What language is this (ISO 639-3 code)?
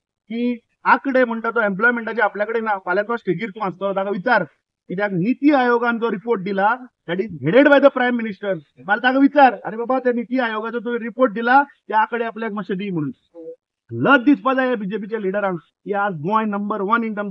kok